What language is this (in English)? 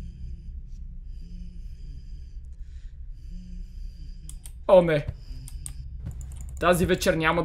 Bulgarian